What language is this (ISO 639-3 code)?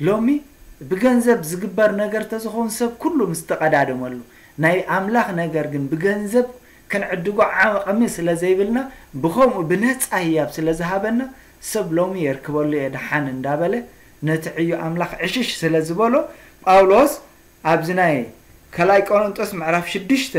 tir